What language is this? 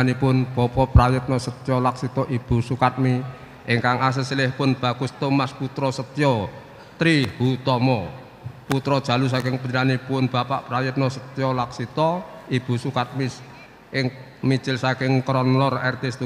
Javanese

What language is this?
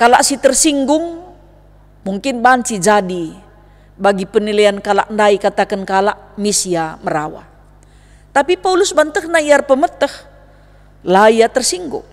Batak Karo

